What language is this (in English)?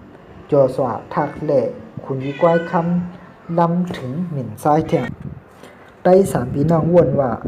Shan